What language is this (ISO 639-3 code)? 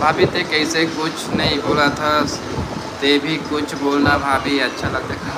hne